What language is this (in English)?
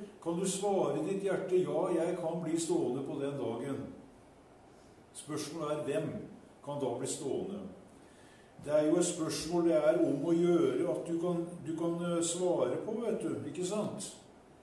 Norwegian